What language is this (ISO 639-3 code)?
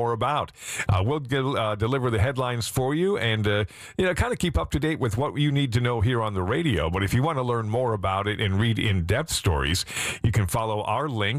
eng